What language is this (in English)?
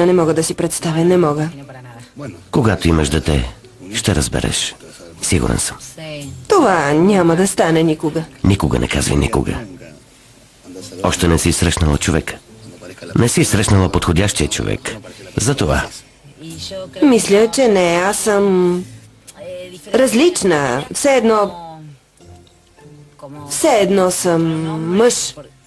Bulgarian